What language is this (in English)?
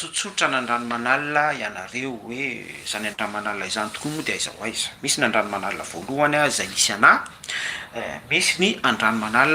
Malagasy